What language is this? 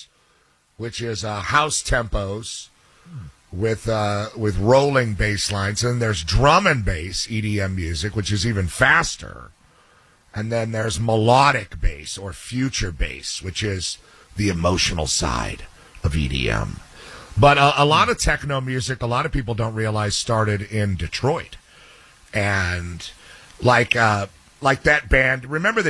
English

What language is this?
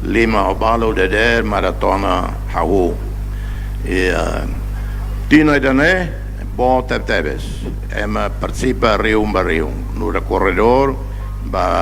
Tetum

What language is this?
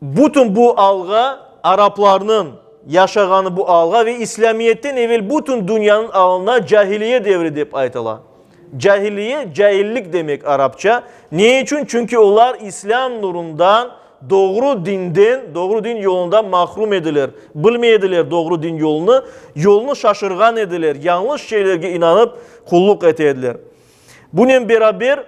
Crimean Tatar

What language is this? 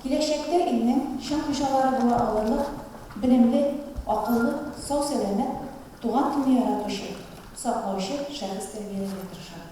Tatar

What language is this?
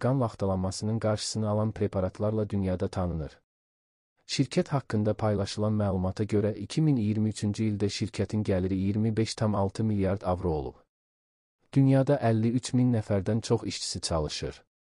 Azerbaijani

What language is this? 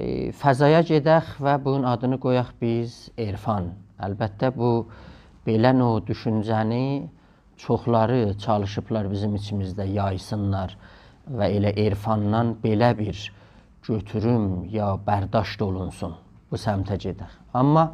South Azerbaijani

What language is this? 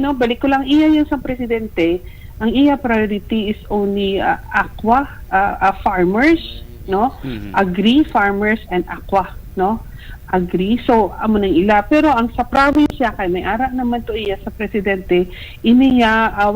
Hiligaynon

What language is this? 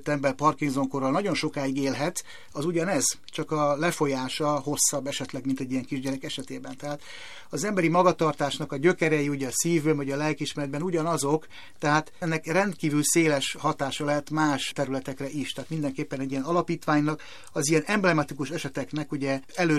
Hungarian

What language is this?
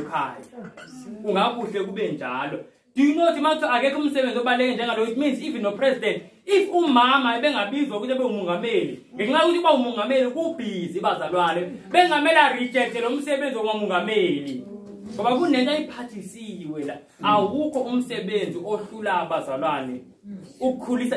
Zulu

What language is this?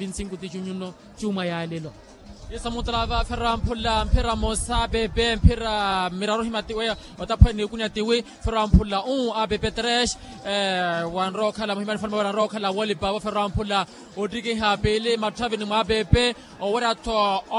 Makhuwa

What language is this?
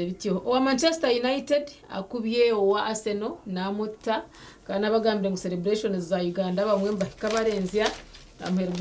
Nyankole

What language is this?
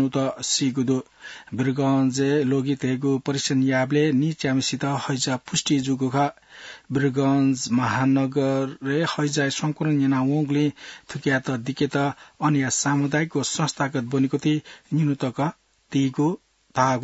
Newari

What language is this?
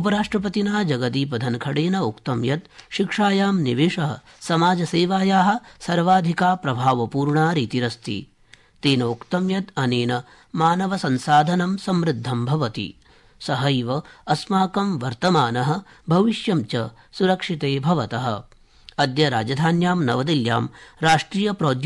Sanskrit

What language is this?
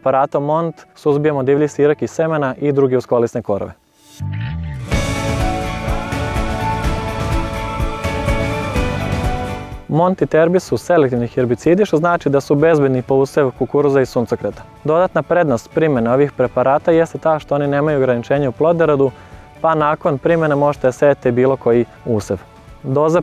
Serbian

